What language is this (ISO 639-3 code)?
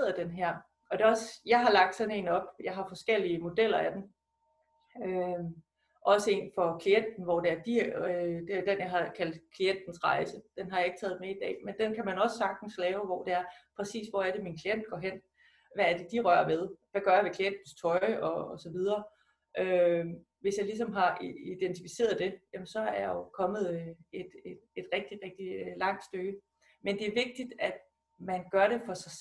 dan